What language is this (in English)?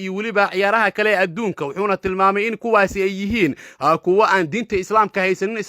Somali